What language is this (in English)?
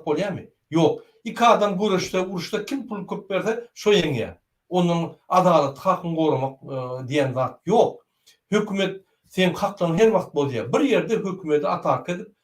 Turkmen